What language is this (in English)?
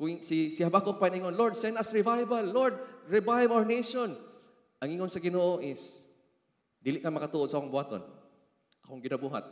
Cebuano